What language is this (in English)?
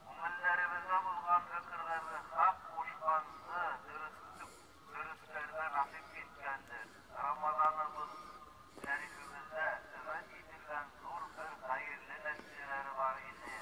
Bashkir